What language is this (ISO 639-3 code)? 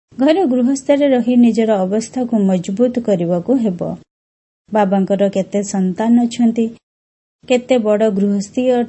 ori